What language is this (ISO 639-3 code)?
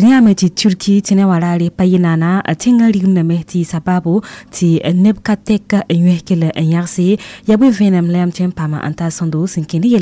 mos